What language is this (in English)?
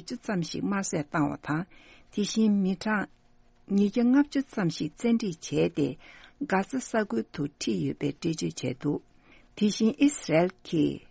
Tibetan